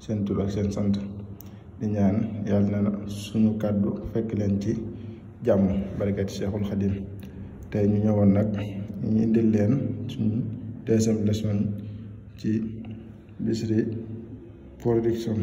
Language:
Wolof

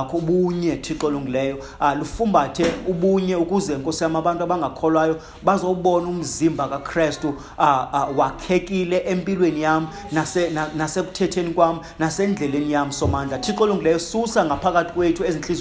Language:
Xhosa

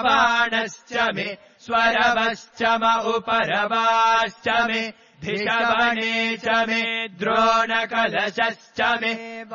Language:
Sanskrit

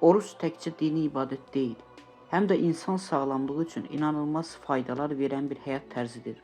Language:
Azerbaijani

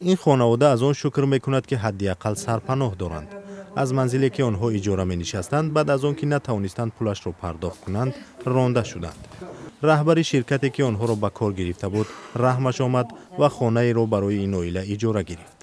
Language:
Tajik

